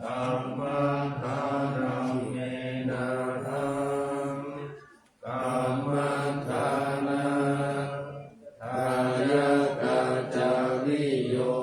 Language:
Pali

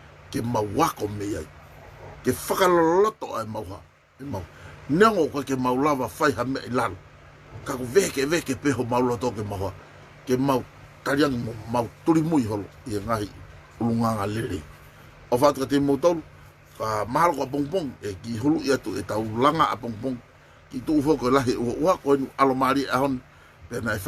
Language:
Tongan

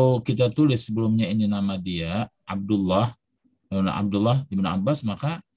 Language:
Indonesian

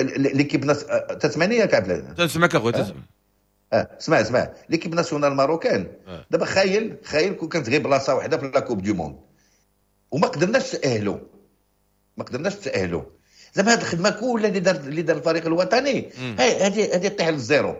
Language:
Moroccan Arabic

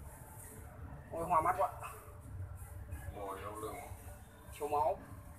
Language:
Vietnamese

